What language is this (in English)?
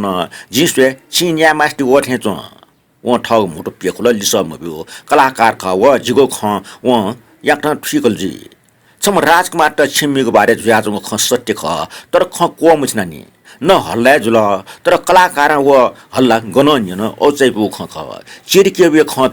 Newari